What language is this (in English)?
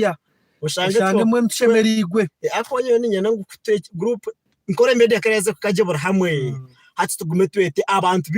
Nyankole